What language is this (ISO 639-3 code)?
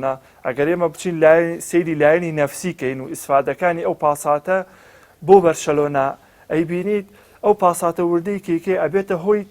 ckb